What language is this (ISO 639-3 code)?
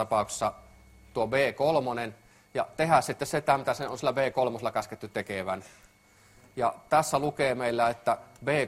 fin